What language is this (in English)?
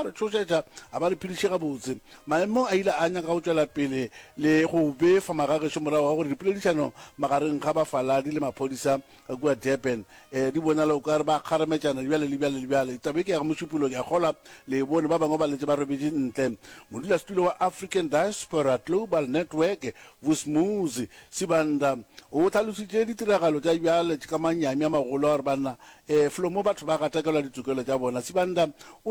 Northern Sotho